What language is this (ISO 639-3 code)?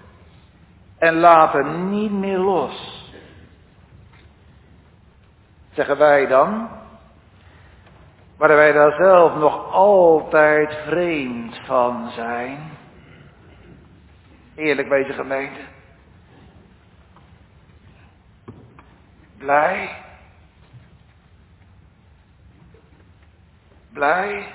nld